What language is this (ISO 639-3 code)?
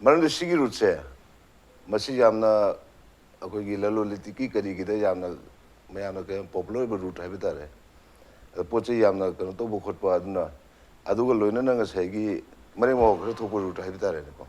mni